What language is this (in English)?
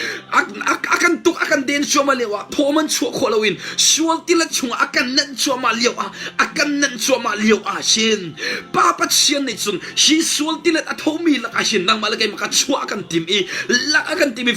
Hakha Chin